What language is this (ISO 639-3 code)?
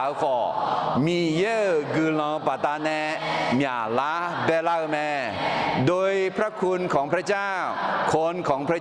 ahk